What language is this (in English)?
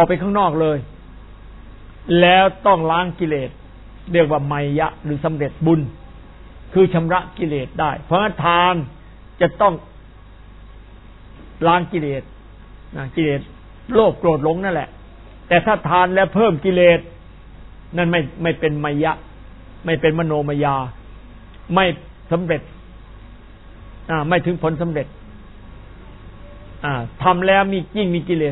Thai